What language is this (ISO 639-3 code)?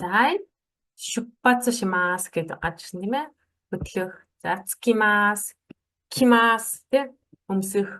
mon